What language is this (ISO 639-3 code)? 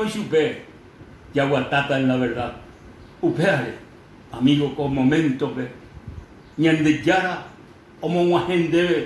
grn